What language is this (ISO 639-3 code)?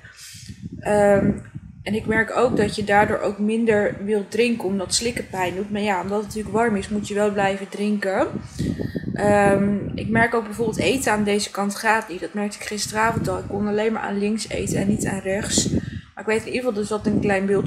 nld